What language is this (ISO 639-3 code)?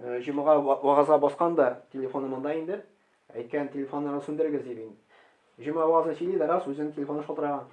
tat